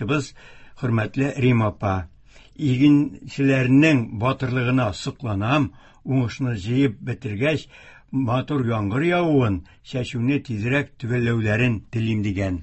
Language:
Tatar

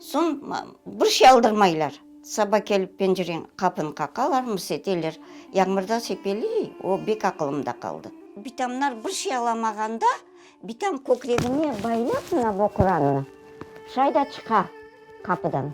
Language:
Crimean Tatar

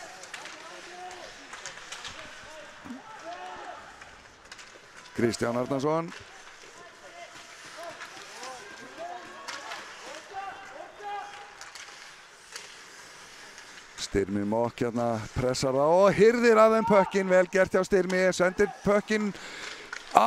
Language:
Icelandic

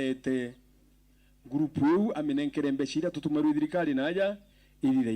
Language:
Meru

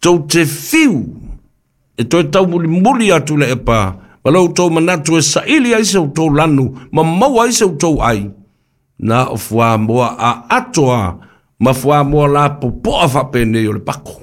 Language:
Samoan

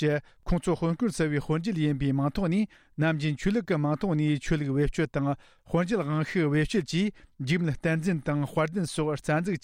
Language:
Tibetan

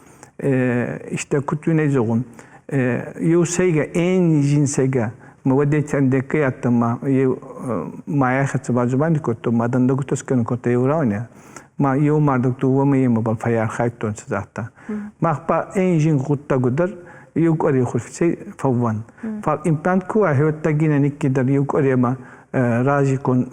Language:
Ossetic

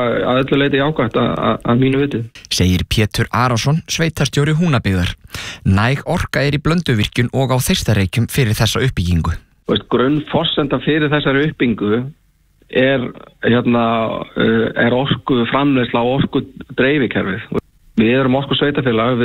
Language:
Icelandic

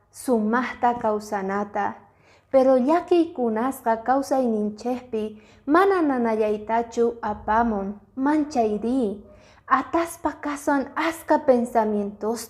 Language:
Quechua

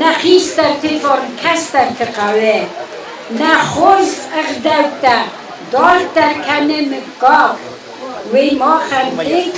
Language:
Ossetic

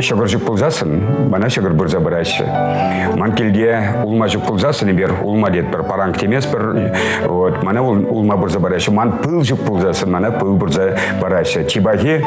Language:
Chuvash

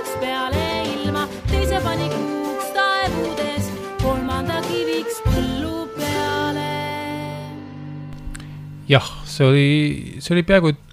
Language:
Estonian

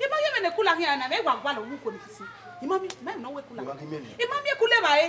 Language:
Bini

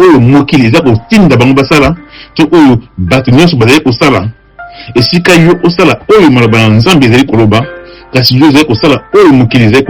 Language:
Lingala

